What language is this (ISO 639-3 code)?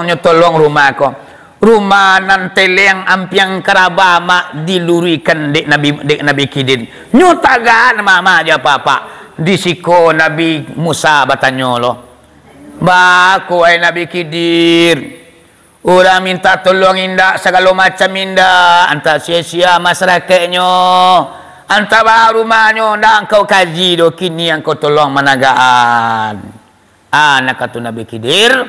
min